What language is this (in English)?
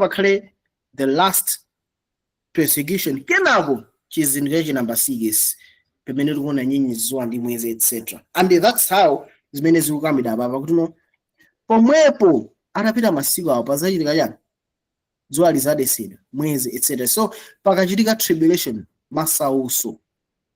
Nyanja